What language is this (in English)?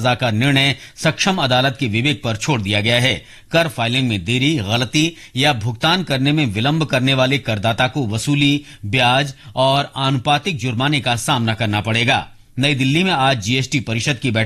Hindi